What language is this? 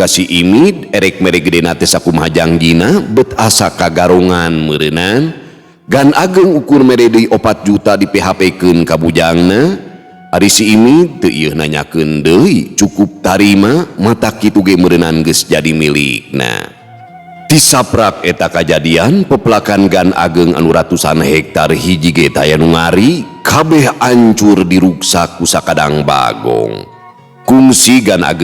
Sundanese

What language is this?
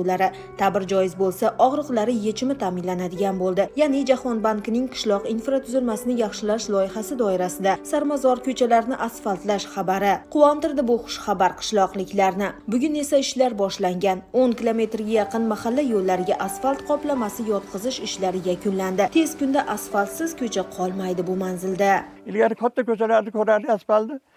Uzbek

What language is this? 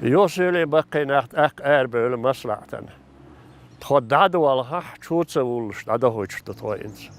Chechen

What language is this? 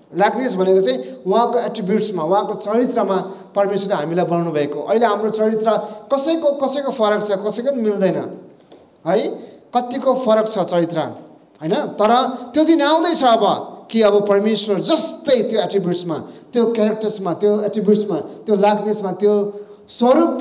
Nepali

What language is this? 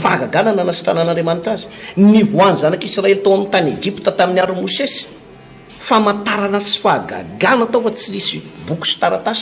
Malagasy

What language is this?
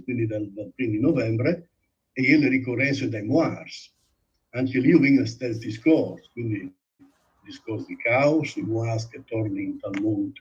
Friulian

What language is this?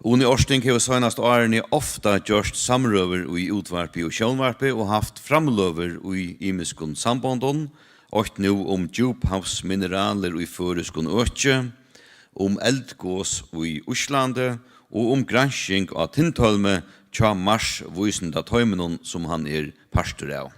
Faroese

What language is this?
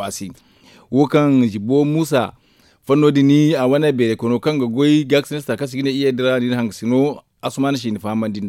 Zarma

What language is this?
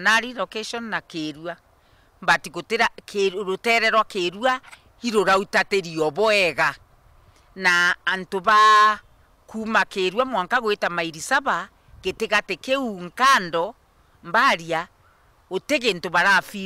Meru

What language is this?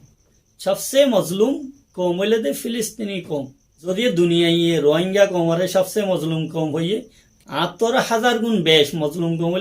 Rohingya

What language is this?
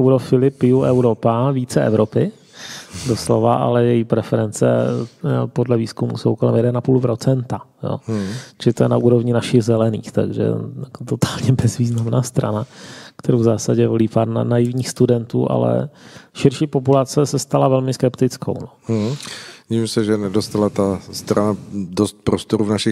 Czech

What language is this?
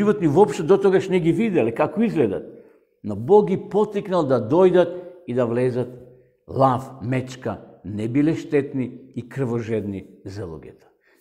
Macedonian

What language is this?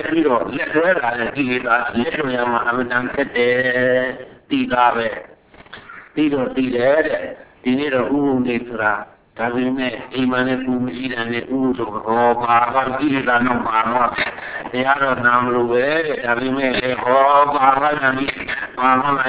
Burmese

